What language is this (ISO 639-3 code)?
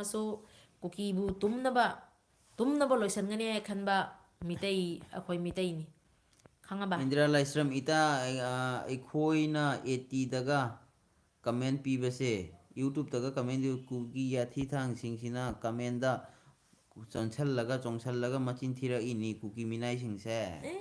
mni